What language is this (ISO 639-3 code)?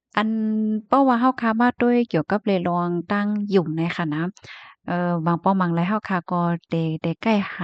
shn